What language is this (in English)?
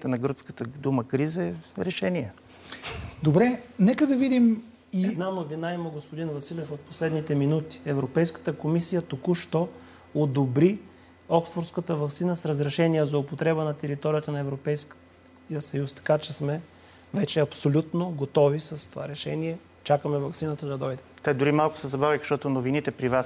Bulgarian